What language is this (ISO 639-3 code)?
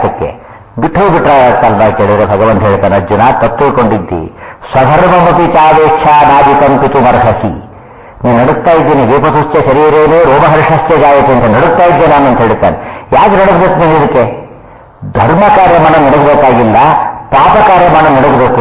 kan